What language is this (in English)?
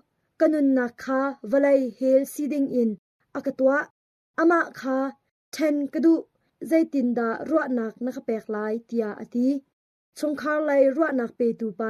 Hakha Chin